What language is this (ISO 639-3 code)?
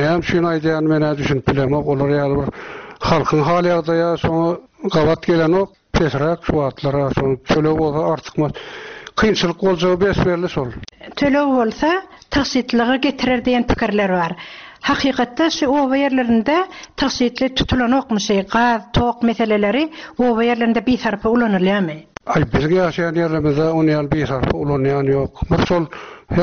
tuk